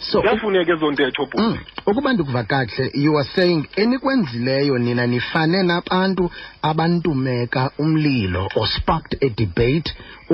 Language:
Xhosa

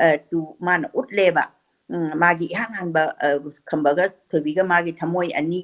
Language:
Manipuri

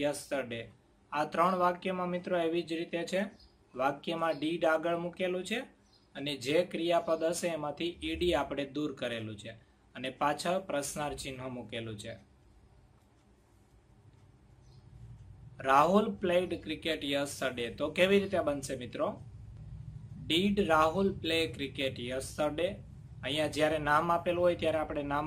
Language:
Gujarati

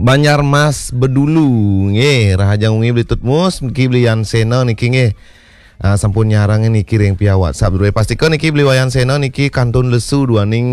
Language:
Balinese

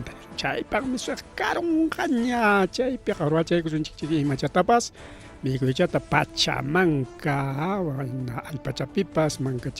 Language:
Ayacucho Quechua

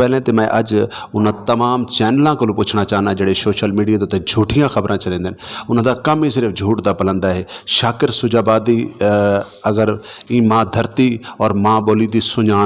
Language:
Saraiki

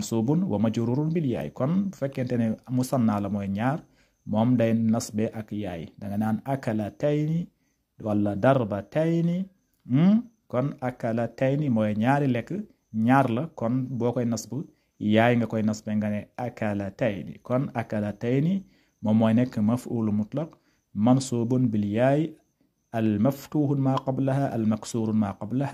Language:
Wolof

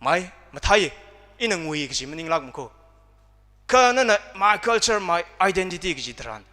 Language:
Tangkhul Naga (India)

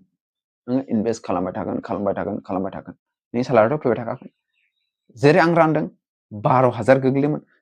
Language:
Bodo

